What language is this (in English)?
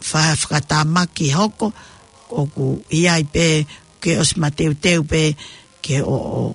Tongan